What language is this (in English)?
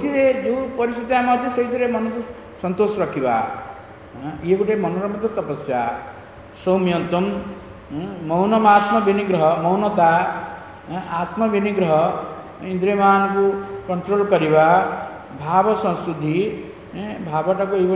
Odia